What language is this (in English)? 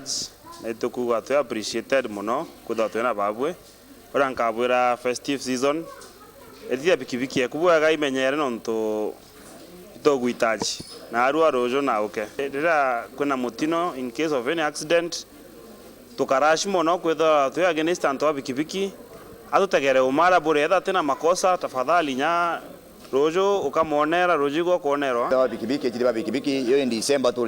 Meru